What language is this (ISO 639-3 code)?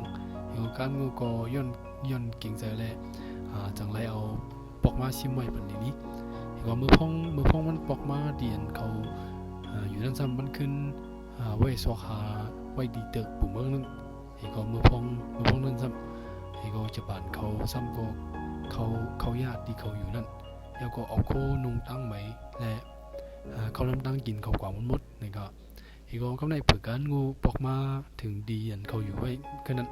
shn